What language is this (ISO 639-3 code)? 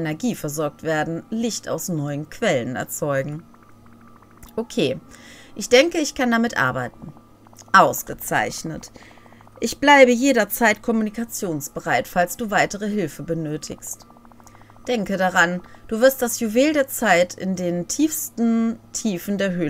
deu